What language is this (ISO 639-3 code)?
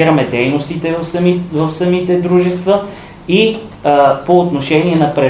bul